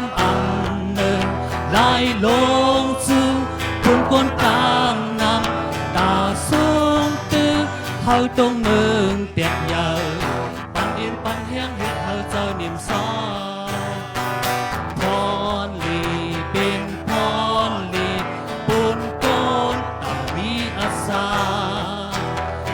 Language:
Shan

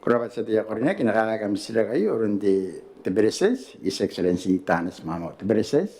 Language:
Gilbertese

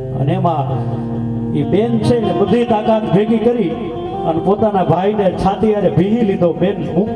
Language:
Gujarati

